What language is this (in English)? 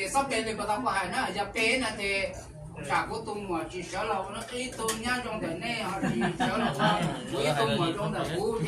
Hmong